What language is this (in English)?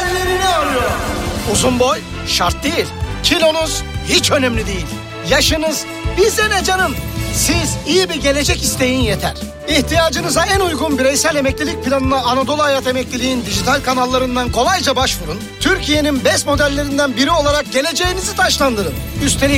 Turkish